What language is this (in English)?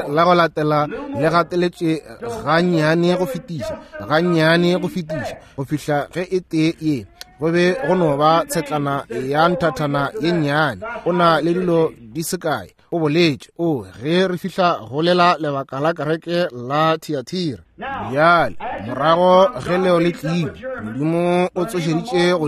Northern Sotho